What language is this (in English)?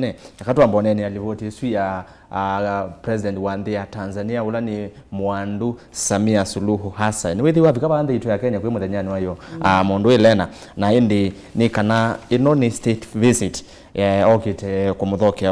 Kamba